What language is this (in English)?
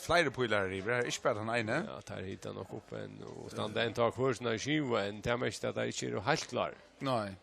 Faroese